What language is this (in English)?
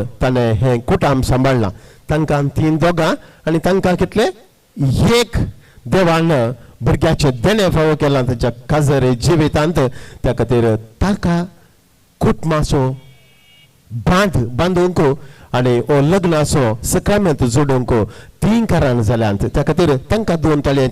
Konkani